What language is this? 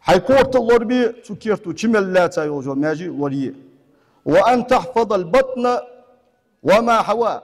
Ingush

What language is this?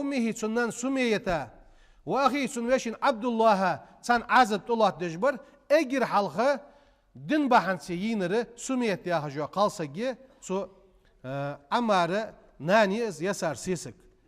Ingush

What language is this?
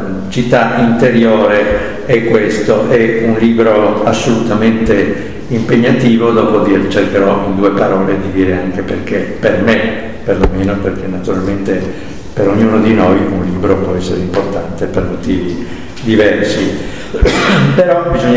Italian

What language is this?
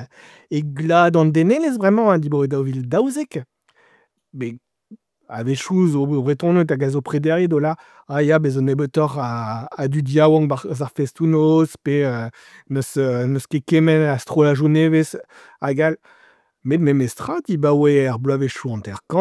Breton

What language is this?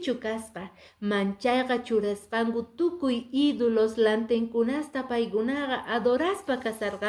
Quechua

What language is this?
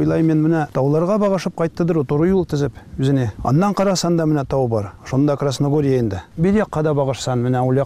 Tatar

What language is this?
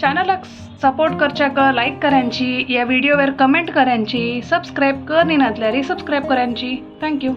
Konkani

